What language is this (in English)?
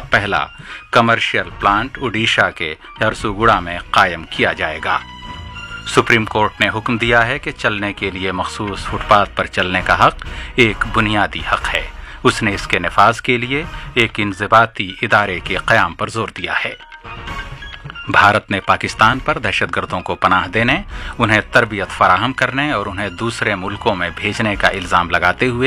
Urdu